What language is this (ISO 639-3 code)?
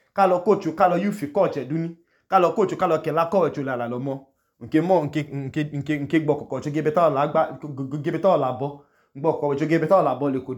idu